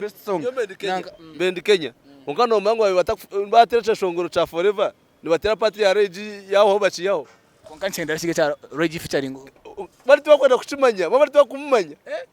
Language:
Nyankole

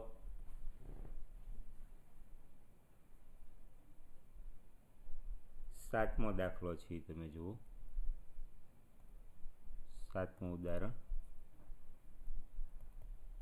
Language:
Gujarati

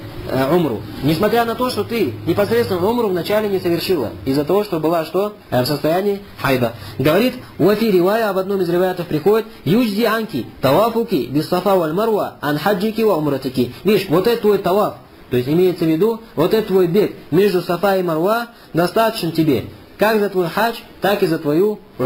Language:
Russian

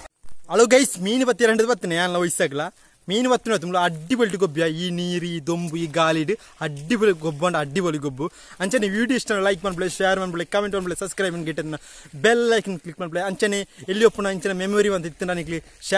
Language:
Tulu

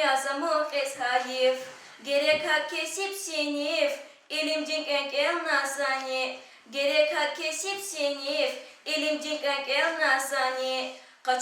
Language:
Lezghian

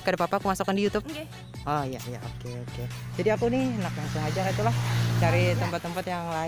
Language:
Banjar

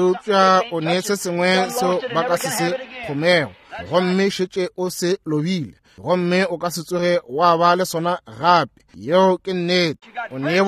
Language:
Northern Sotho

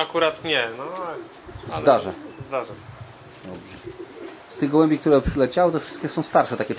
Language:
Polish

